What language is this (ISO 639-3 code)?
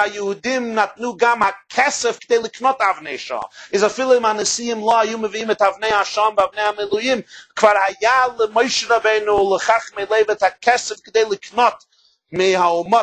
heb